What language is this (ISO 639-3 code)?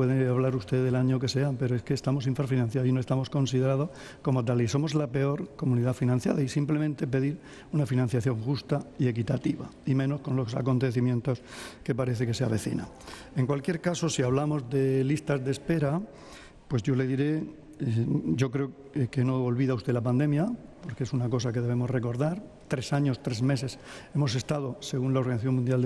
spa